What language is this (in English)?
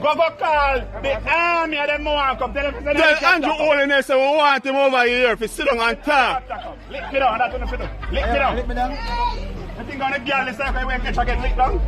Jamaican Creole English